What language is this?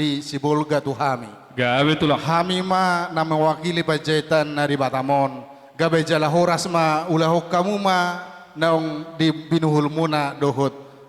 Batak Toba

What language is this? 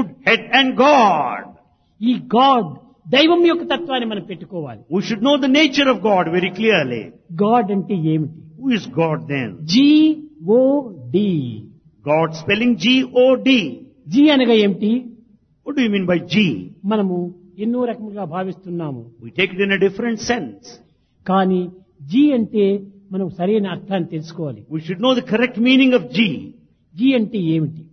Telugu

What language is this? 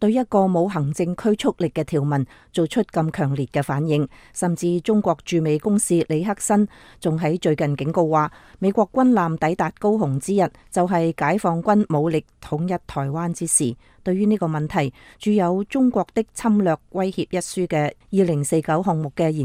Cantonese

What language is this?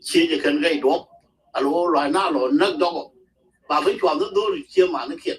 Nuer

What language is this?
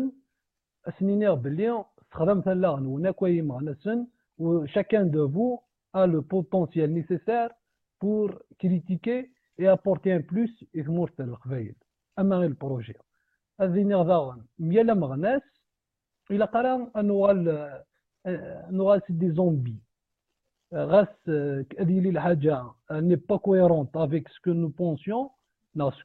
Kabyle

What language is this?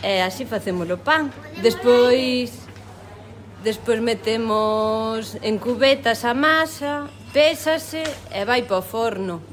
Galician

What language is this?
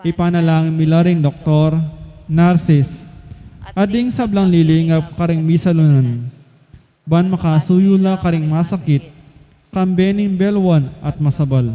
Pampanga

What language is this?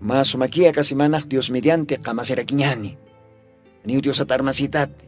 Aymara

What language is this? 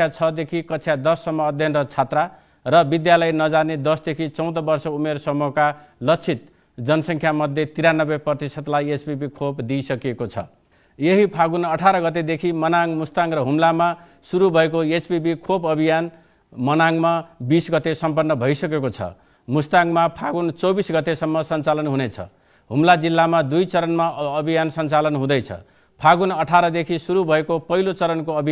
Nepali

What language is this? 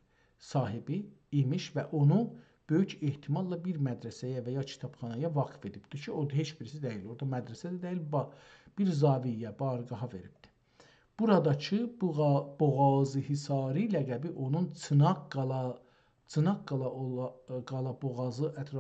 South Azerbaijani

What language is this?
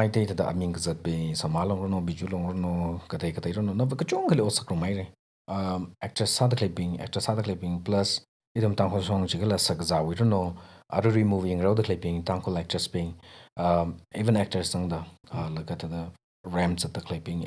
Tangkhul Naga (India)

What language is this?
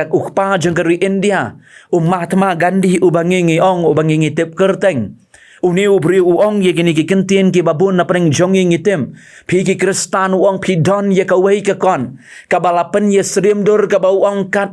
Khasi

